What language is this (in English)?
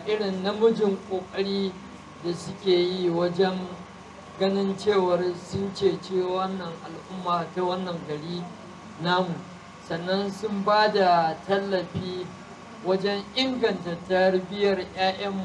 Hausa